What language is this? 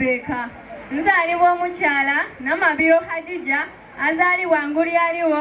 Soga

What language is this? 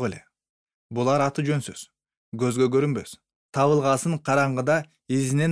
Kyrgyz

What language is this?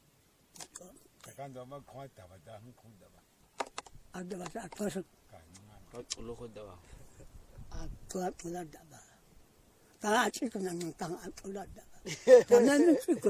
Vietnamese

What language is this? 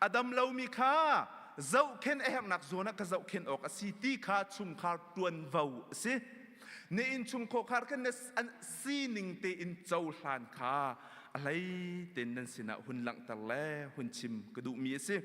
Hakha Chin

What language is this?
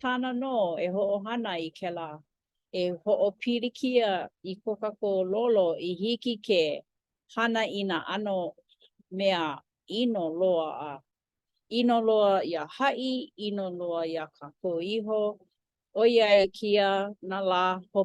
Hawaiian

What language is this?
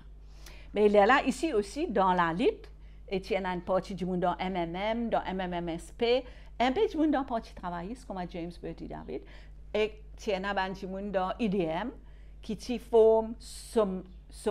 Morisyen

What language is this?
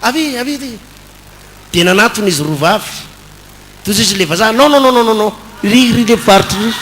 Malagasy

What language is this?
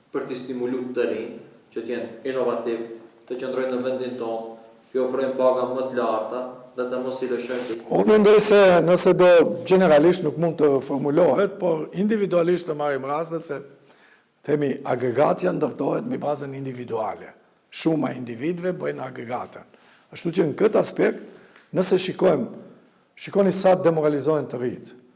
Albanian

